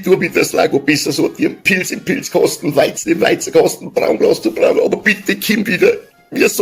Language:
Bavarian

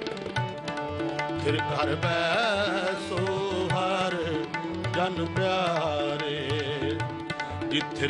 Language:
Punjabi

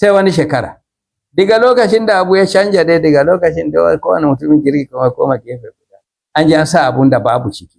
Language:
Hausa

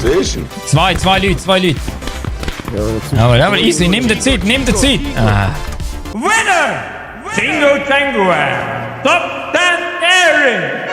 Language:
Swiss German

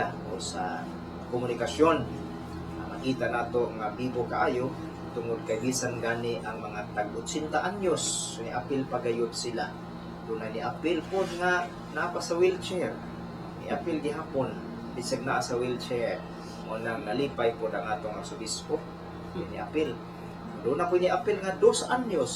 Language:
Cebuano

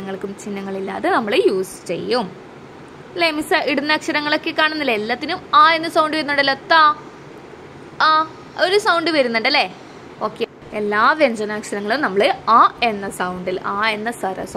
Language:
Malayalam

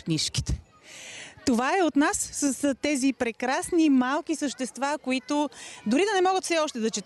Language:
Bulgarian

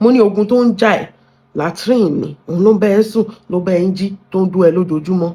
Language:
Yoruba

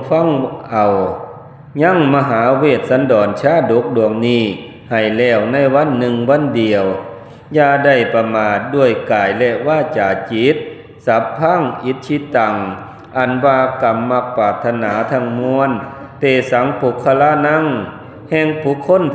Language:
Northeastern Thai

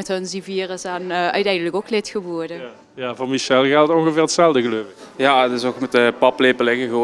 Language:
Limburgish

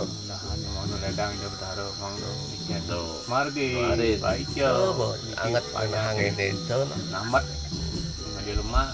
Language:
Balinese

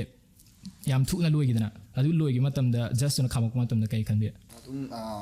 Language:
Manipuri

